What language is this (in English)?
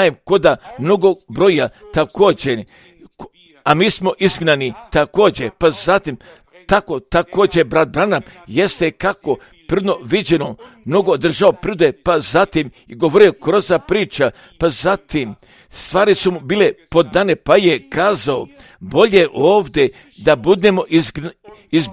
Croatian